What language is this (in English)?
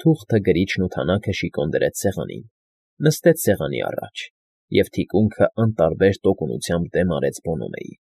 Armenian